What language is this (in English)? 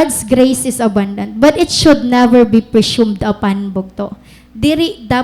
Waray